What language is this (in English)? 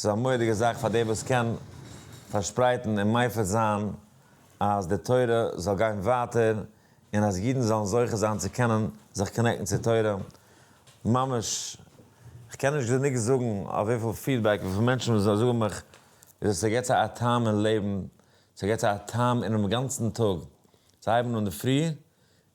Yiddish